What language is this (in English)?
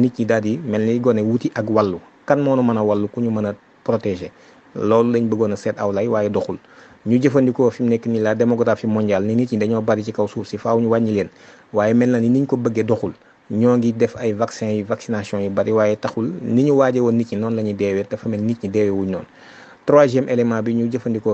Wolof